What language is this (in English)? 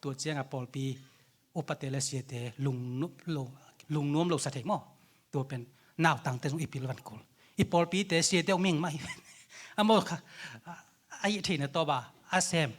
Tedim Chin